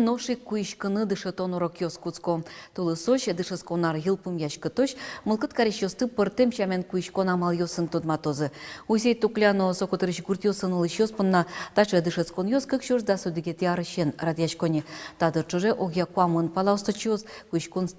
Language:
Udmurt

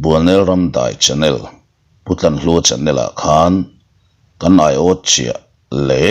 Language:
Mizo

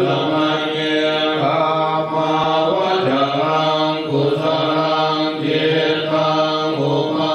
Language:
Pali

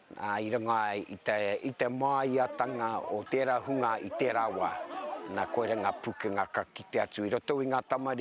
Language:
Māori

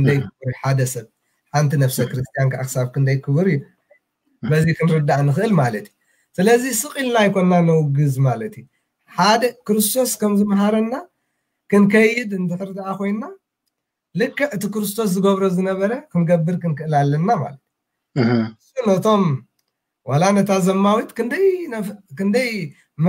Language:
Tigrinya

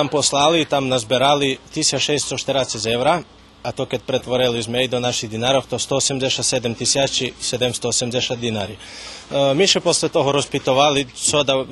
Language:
Rusyn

